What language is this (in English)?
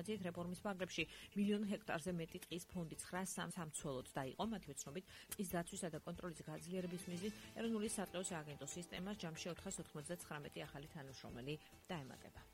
Georgian